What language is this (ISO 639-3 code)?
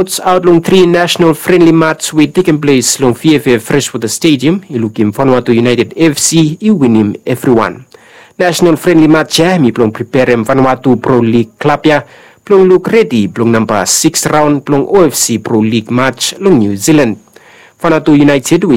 bis